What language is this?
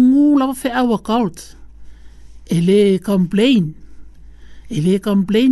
Samoan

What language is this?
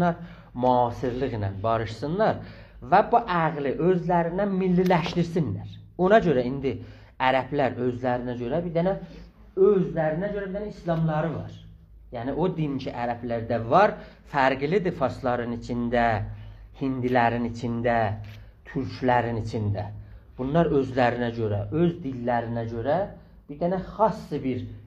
South Azerbaijani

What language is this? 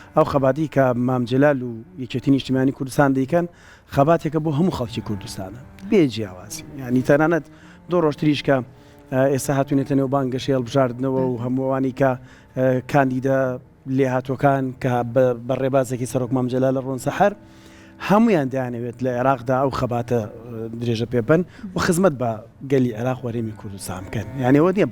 Central Kurdish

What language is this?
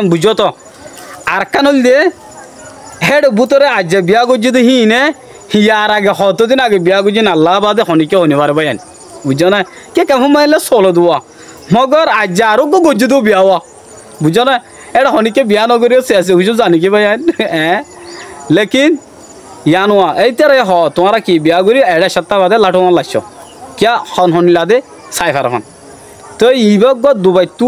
Rohingya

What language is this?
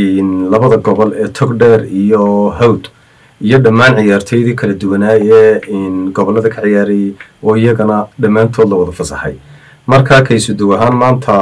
Somali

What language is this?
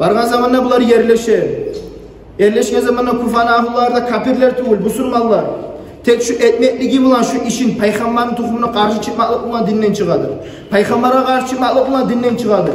Kumyk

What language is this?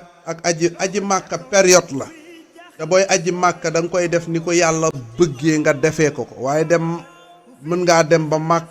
Wolof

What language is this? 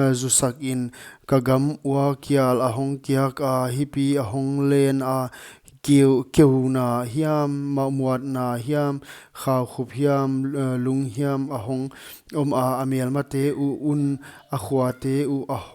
Paite Chin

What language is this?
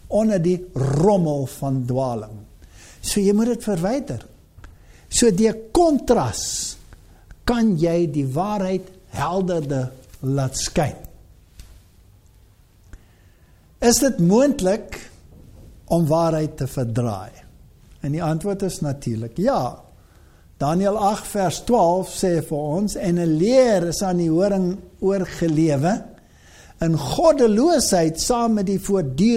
Afrikaans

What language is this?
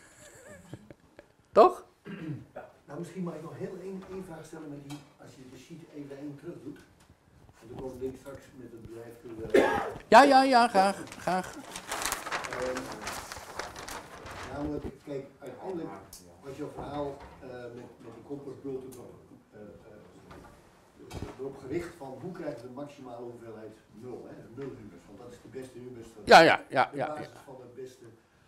Dutch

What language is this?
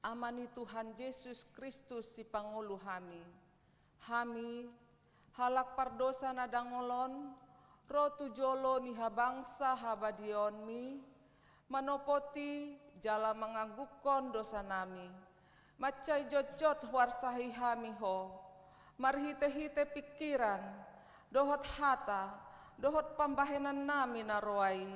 Batak Toba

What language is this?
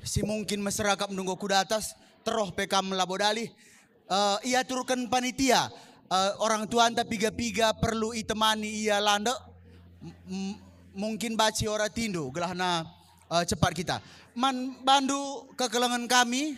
Batak Karo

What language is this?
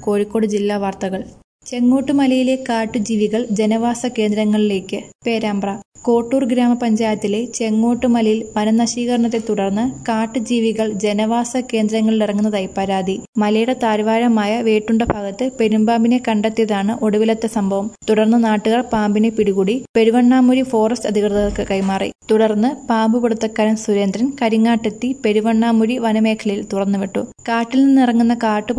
Malayalam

